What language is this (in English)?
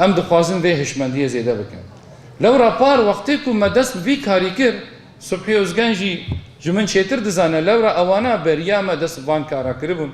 Kurdish